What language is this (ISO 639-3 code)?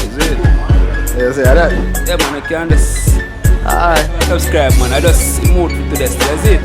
jam